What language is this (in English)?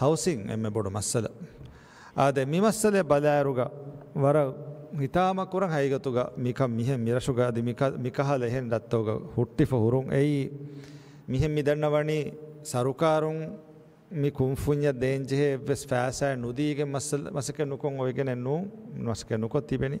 Divehi